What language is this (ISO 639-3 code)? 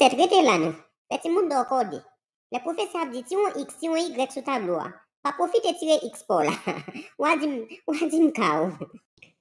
hat